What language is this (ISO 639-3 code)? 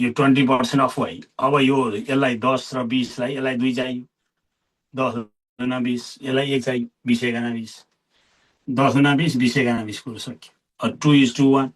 nep